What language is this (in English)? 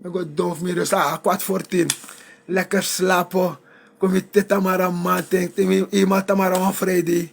Sranan Tongo